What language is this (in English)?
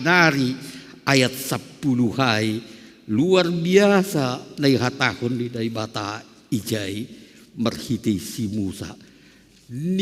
Batak Simalungun